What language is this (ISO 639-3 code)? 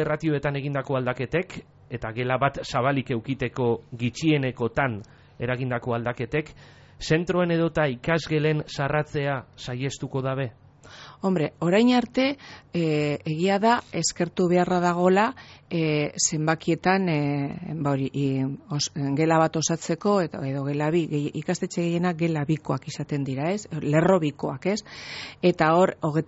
eus